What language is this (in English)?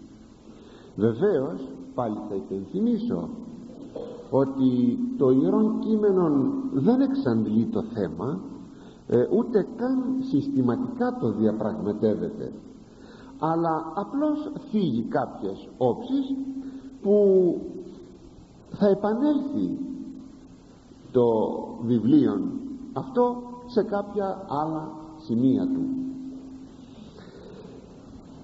Greek